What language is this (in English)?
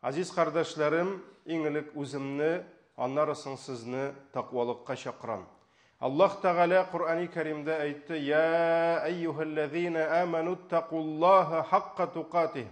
Tatar